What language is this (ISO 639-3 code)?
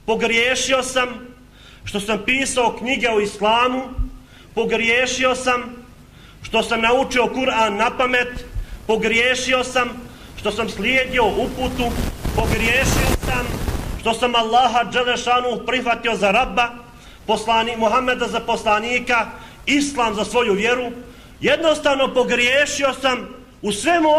bos